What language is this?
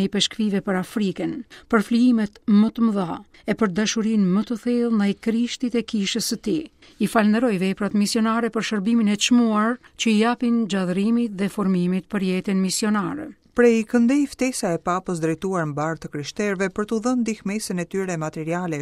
Albanian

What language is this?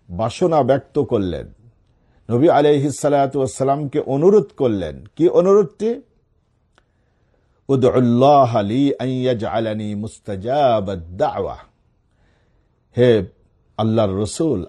Bangla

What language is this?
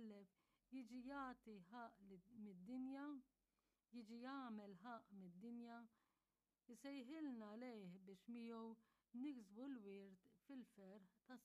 Maltese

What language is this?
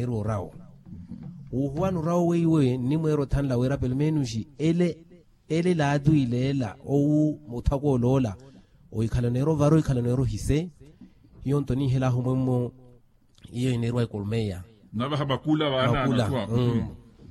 Makhuwa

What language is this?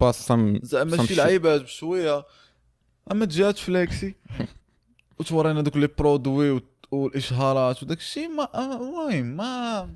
Moroccan Arabic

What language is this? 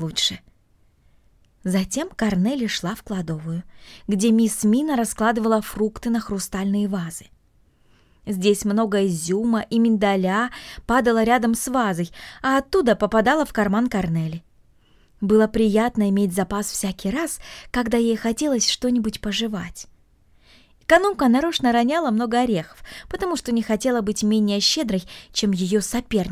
Russian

